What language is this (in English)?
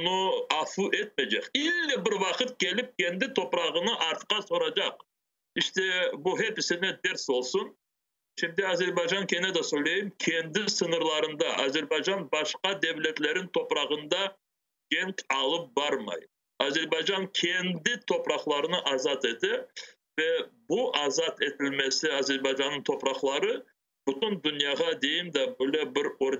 Crimean Tatar